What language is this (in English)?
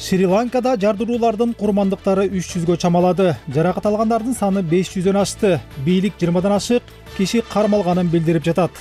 Kyrgyz